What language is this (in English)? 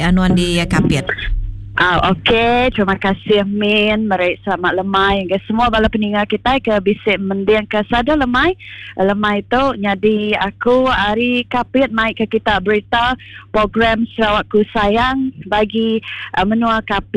Iban